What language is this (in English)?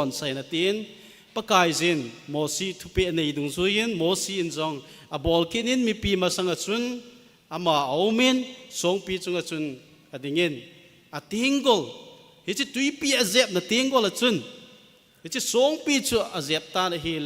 Thado Chin